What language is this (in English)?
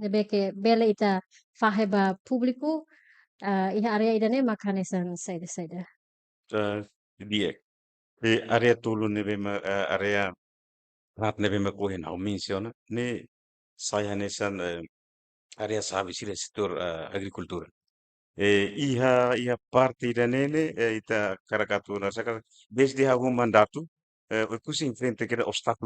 Tetum